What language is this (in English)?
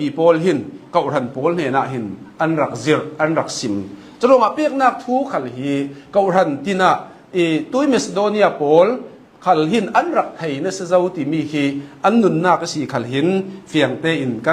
Hakha Chin